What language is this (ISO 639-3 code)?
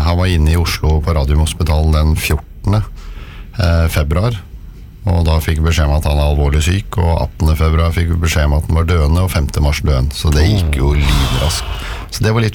nor